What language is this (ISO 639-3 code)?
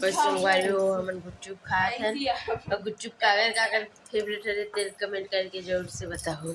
hne